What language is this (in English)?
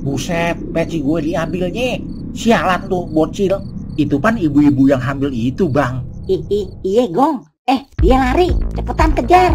Betawi